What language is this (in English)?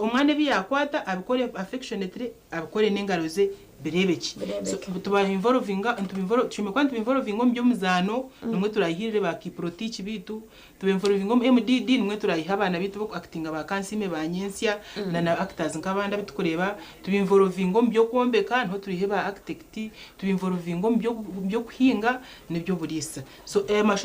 Nyankole